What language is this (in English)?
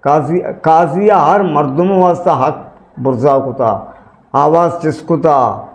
Eastern Balochi